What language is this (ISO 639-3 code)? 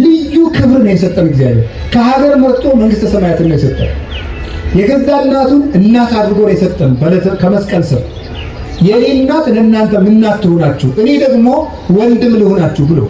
amh